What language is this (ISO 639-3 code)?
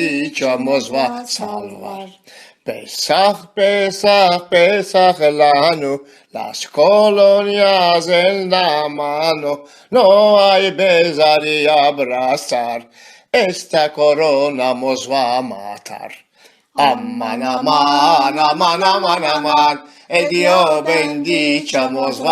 lad